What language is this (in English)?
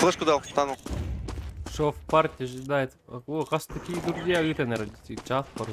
Yakut